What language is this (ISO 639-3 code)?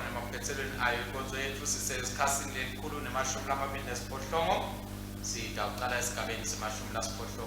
ssw